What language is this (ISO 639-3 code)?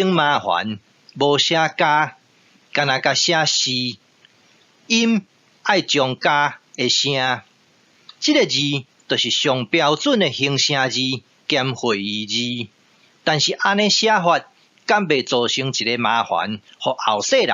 nan